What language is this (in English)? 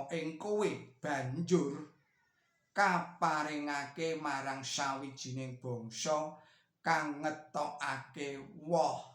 Javanese